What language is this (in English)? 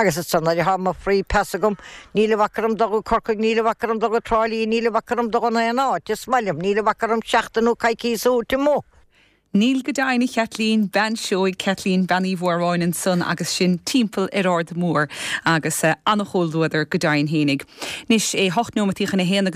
Irish